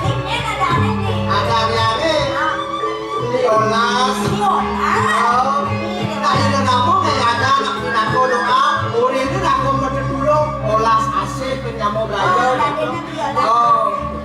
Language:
Balinese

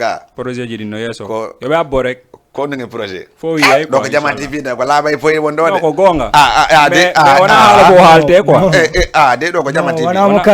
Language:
Fula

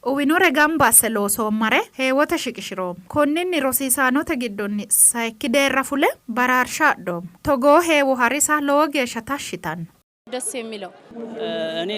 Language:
Sidamo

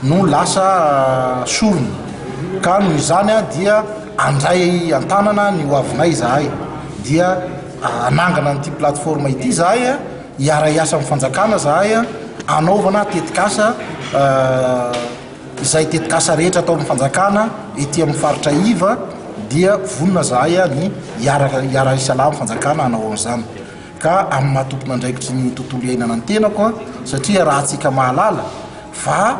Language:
Malagasy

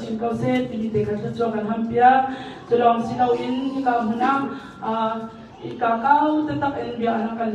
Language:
Hakha Chin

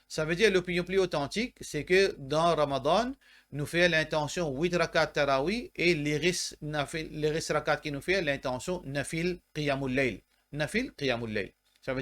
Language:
Morisyen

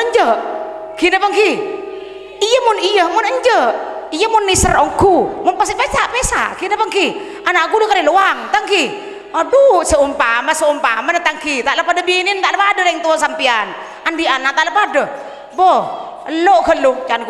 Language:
Madurese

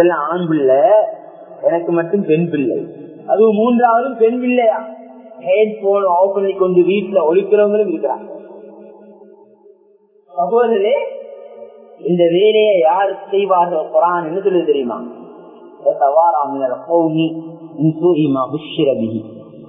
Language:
Tamil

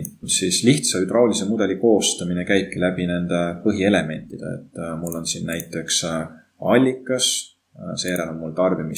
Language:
Estonian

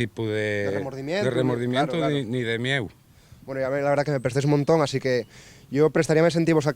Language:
Asturian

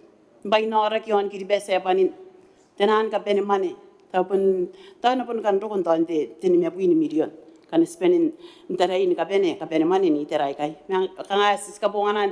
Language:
Gilbertese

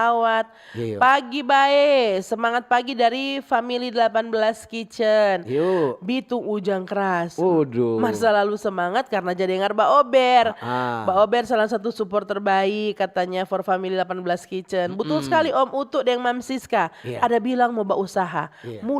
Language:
Manado Malay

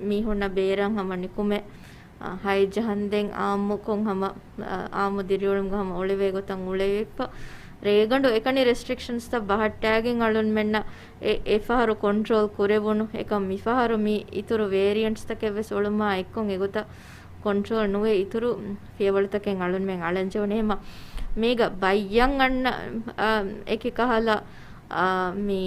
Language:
Divehi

